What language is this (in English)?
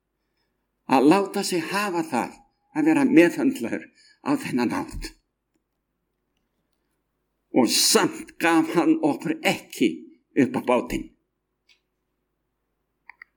Icelandic